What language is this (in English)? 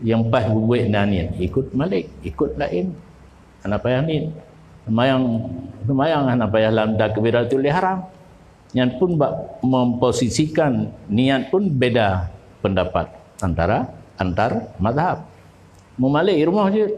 Achinese